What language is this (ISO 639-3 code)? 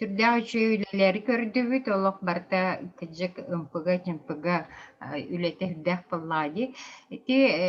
sah